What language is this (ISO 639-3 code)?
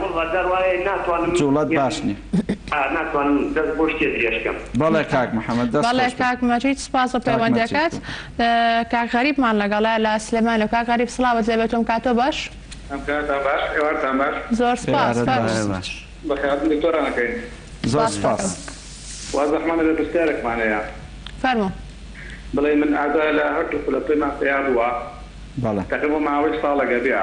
ckb